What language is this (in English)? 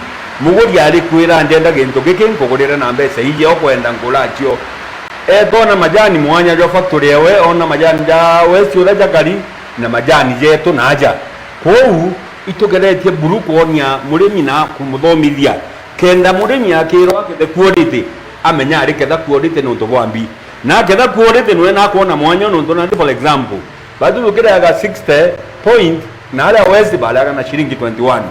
Meru